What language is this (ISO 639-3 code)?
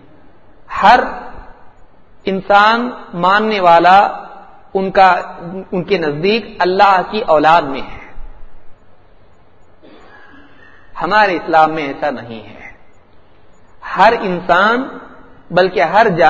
urd